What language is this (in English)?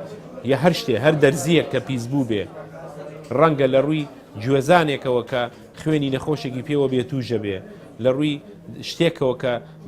Central Kurdish